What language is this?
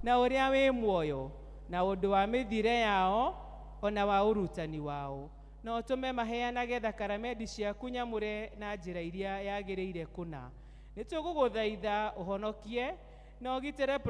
Kikuyu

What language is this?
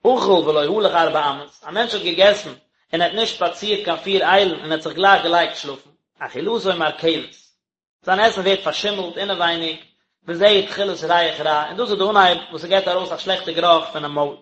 Yiddish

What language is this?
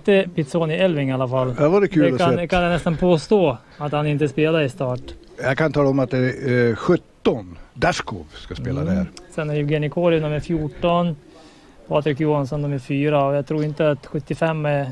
Swedish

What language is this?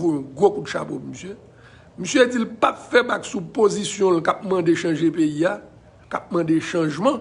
Haitian Creole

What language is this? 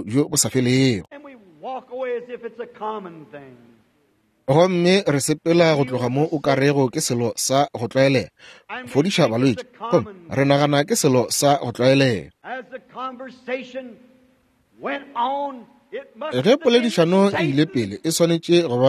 Northern Sotho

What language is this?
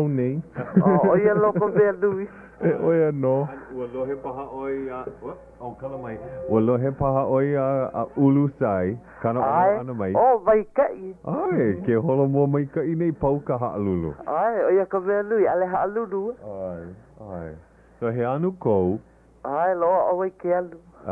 Hawaiian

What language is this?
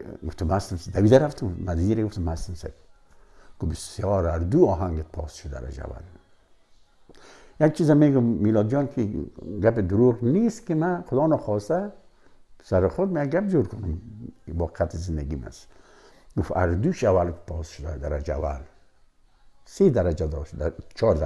Persian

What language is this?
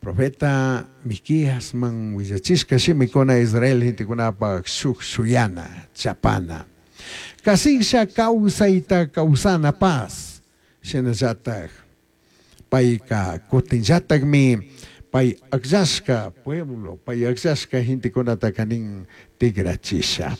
Chimborazo Highland Quichua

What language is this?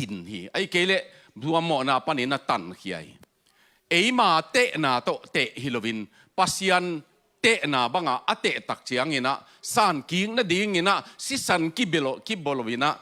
Tedim Chin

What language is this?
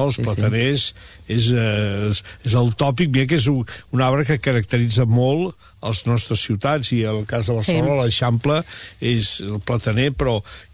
Catalan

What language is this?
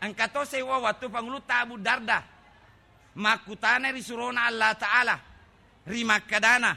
Buginese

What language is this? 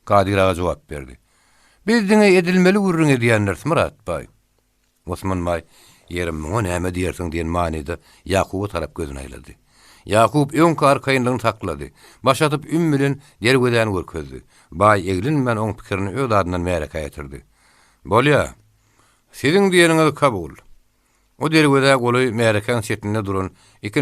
Turkmen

